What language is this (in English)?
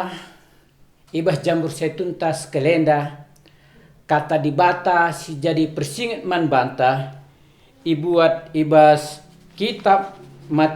Batak Karo